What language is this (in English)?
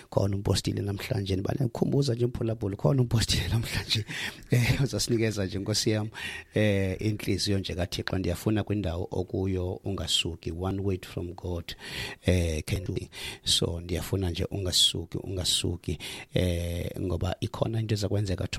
Xhosa